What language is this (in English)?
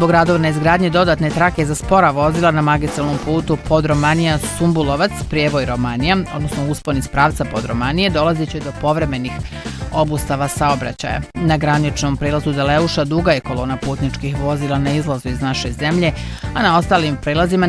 Bosnian